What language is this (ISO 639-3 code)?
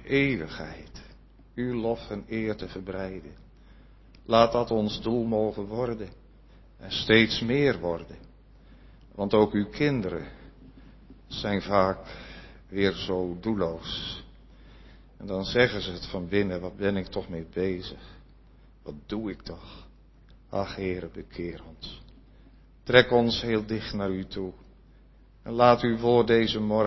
nld